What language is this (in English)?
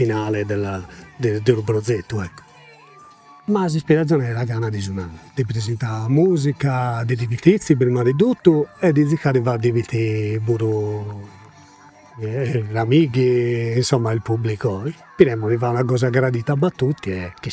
Sardinian